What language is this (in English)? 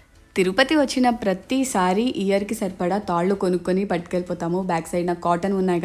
Telugu